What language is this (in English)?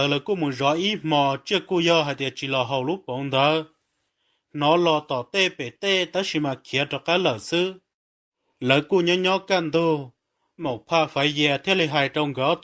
Hmong